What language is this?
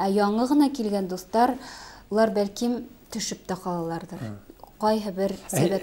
Bashkir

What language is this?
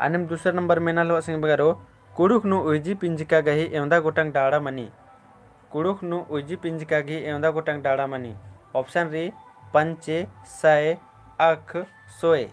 Kurukh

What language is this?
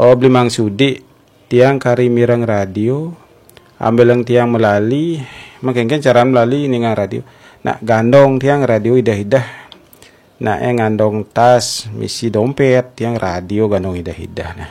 Balinese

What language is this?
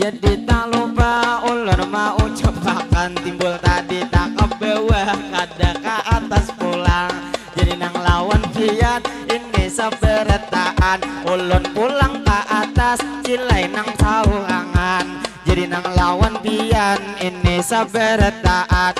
Banjar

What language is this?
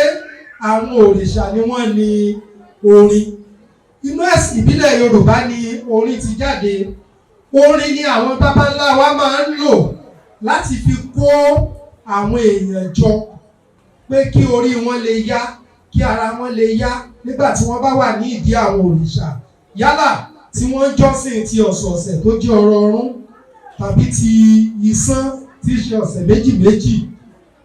Yoruba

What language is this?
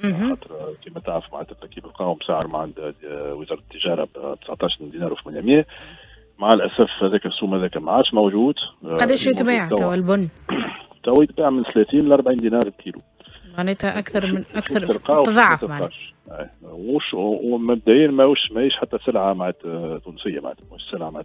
Tunisian Arabic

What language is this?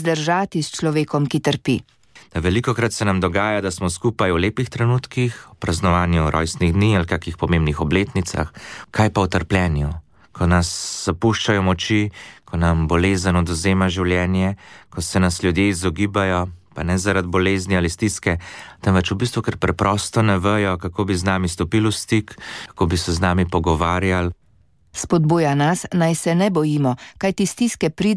Slovenian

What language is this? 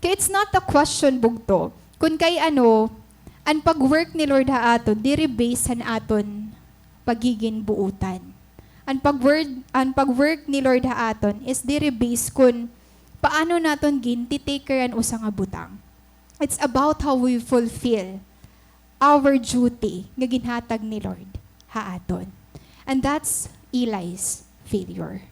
Waray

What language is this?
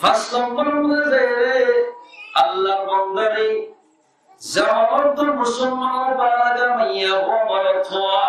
Rohingya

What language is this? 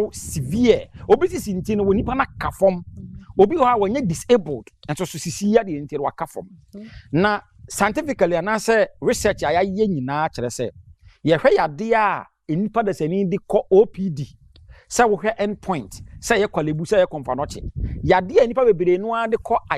Akan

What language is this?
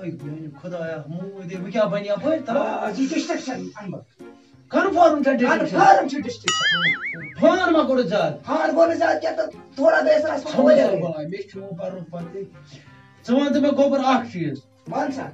Kashmiri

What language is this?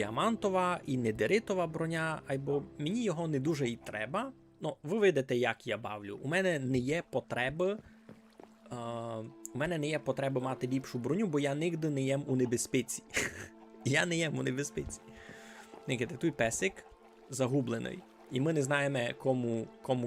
Rusyn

